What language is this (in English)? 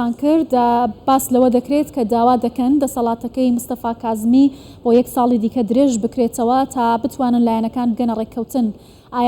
Central Kurdish